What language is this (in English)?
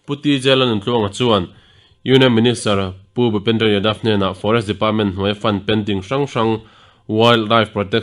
Mizo